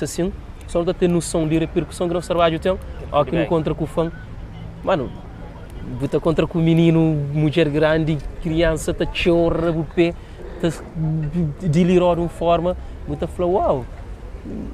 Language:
Kabuverdianu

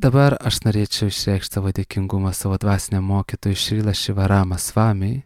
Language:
Lithuanian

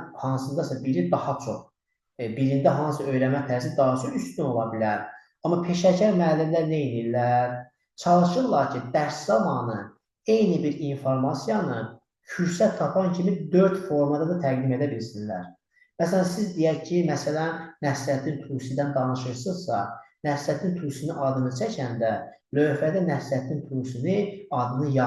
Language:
Azerbaijani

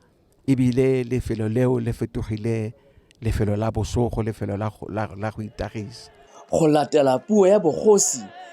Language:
Tswana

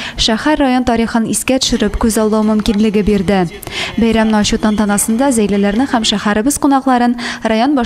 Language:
Tatar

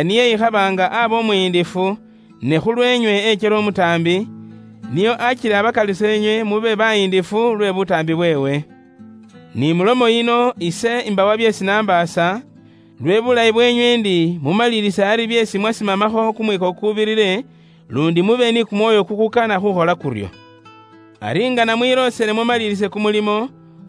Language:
Luyia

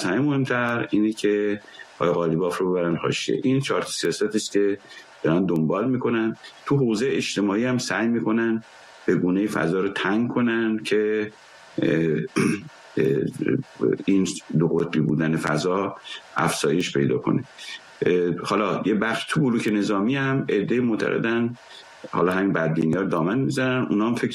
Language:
Persian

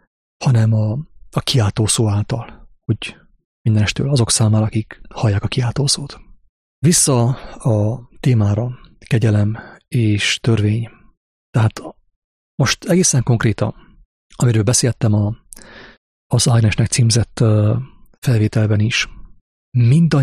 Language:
Hungarian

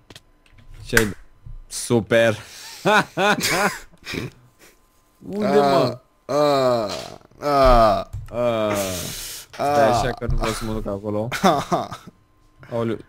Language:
Romanian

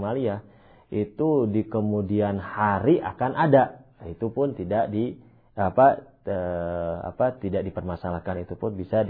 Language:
Indonesian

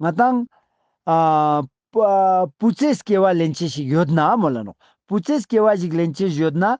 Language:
Ladakhi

